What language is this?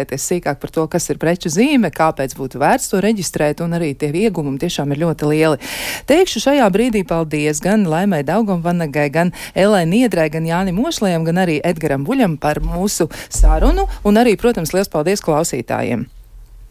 Latvian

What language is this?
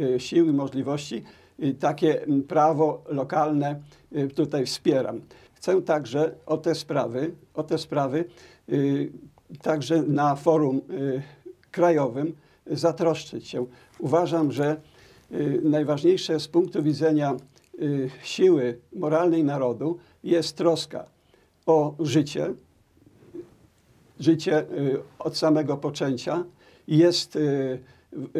Polish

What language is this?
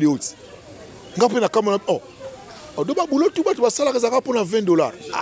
Lingala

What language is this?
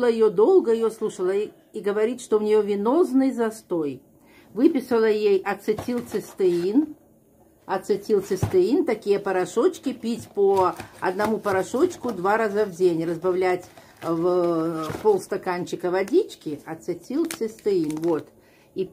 Russian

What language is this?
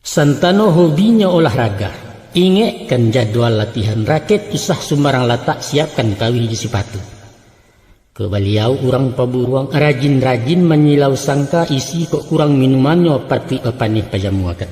Minangkabau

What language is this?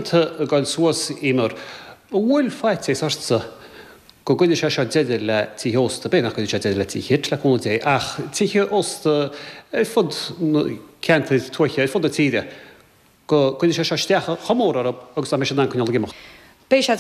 Irish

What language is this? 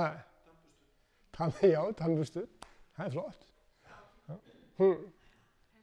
Icelandic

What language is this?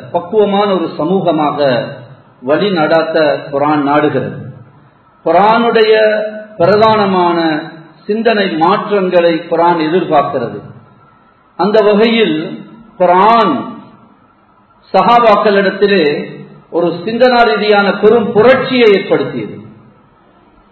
Tamil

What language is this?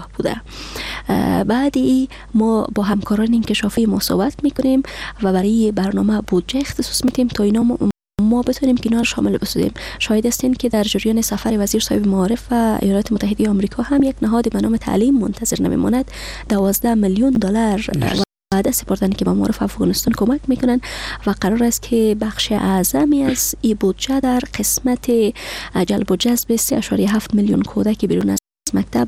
Persian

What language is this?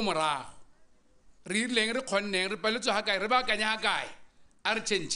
Tswana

